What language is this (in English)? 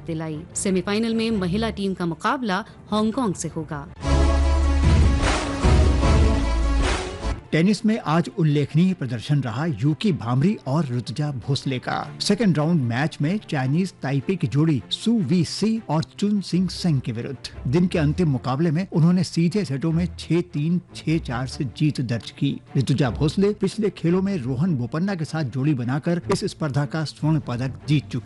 Hindi